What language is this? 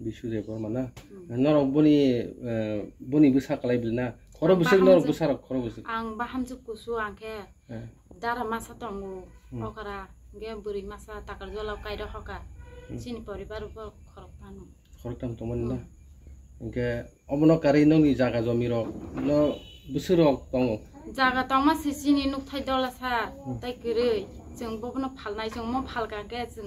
Kok Borok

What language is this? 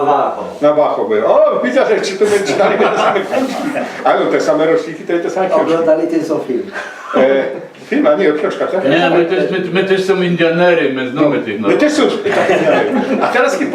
Silesian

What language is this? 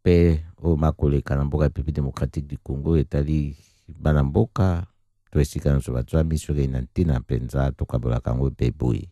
Lingala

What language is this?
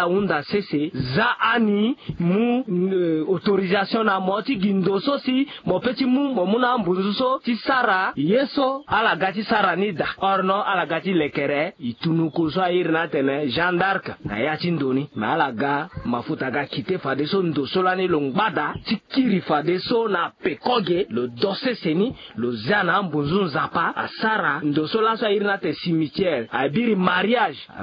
Sango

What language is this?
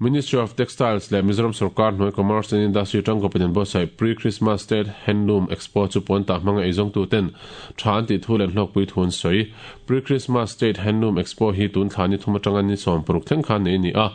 Mizo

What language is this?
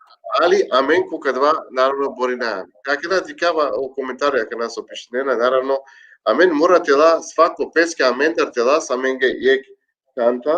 Balkan Romani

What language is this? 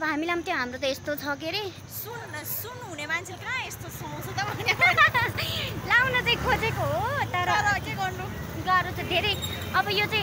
Nepali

